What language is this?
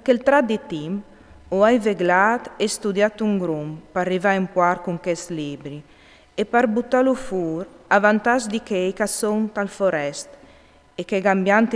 Friulian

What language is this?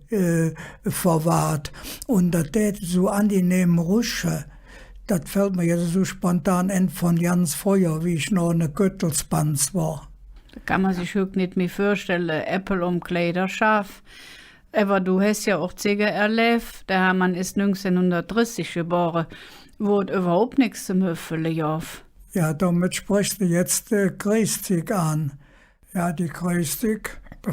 Colognian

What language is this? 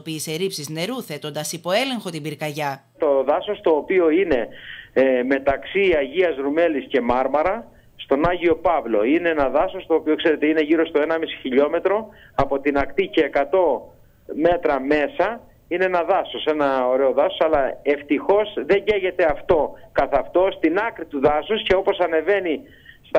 Greek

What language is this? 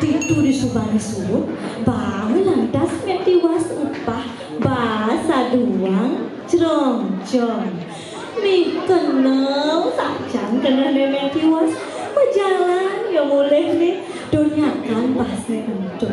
Balinese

